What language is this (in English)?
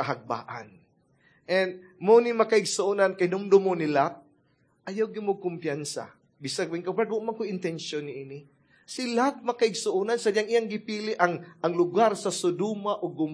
Cebuano